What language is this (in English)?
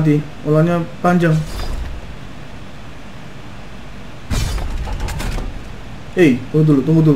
Indonesian